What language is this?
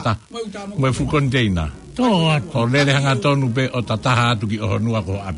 Tongan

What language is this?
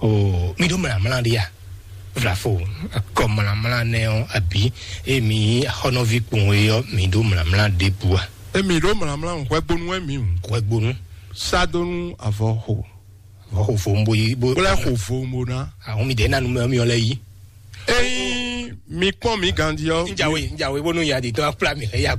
Fon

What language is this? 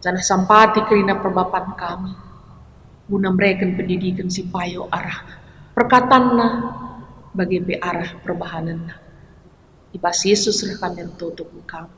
Batak Karo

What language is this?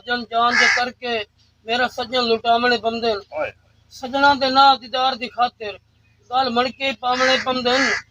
Saraiki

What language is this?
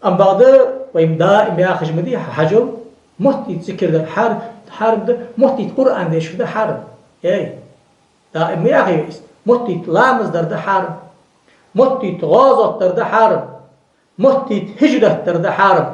Ingush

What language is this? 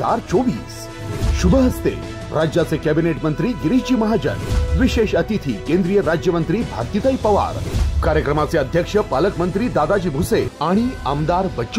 Marathi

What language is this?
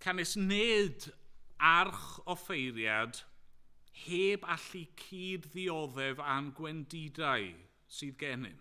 Welsh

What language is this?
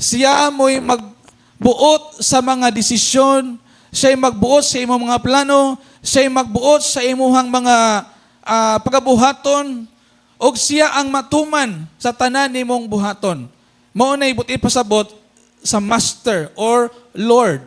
Cebuano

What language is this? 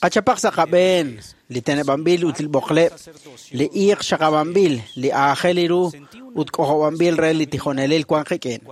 Kekchí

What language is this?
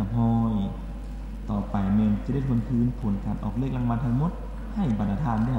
Lao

